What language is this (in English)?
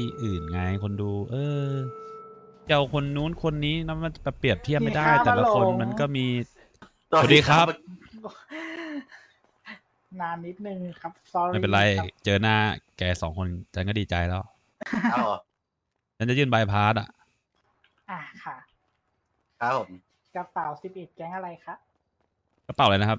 Thai